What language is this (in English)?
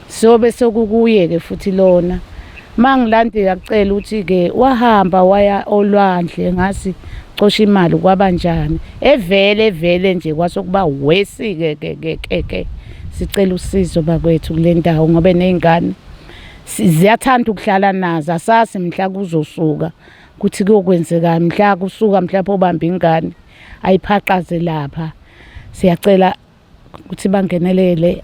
Zulu